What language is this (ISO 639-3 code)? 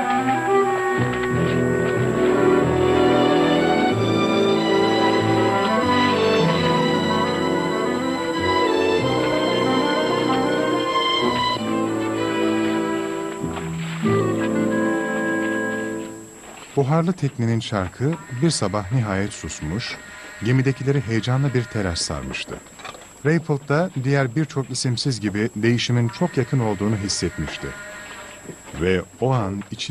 tur